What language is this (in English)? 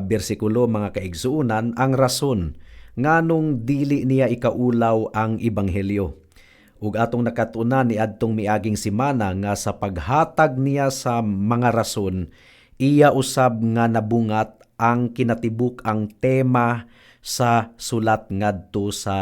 Cebuano